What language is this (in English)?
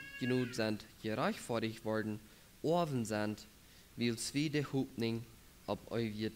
Plautdietsch